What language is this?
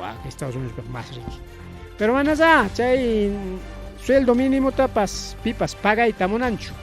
Ayacucho Quechua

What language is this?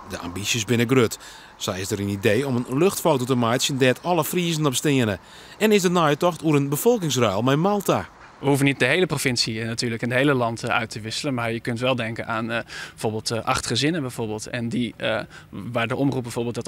Western Frisian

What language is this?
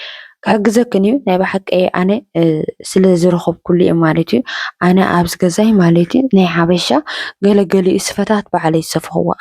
Tigrinya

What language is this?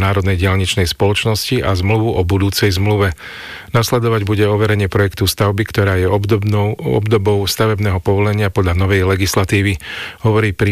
Slovak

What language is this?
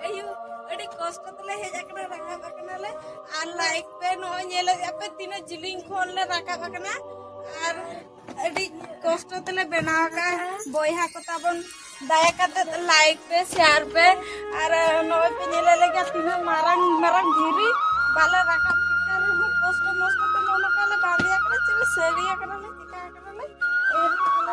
Santali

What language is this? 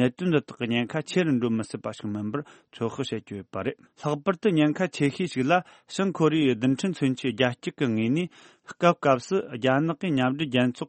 Tibetan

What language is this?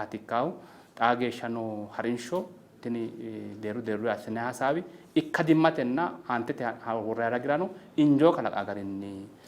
Sidamo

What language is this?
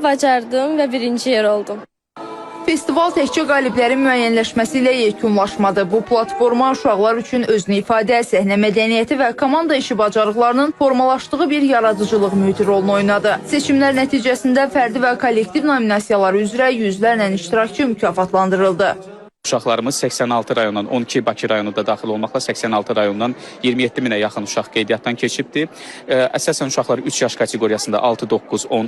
Azerbaijani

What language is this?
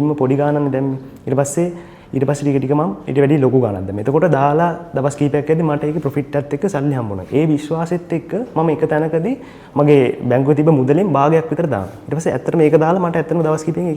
Sinhala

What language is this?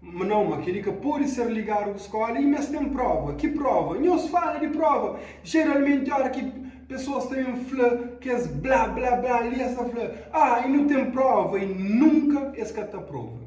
Kabuverdianu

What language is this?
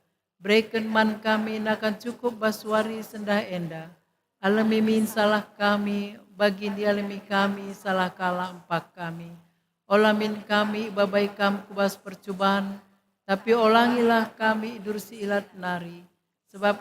Batak Karo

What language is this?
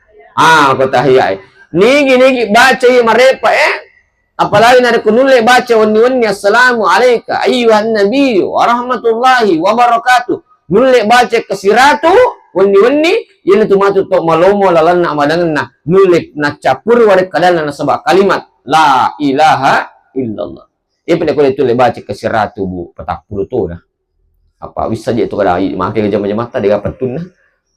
Buginese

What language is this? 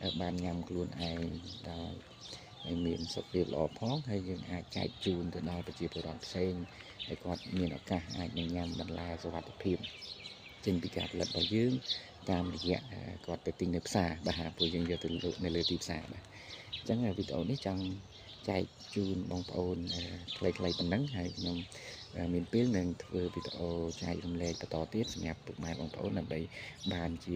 Khmer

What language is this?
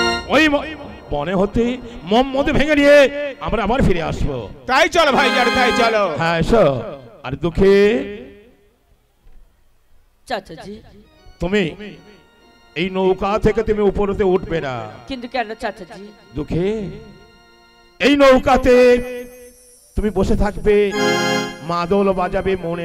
Bangla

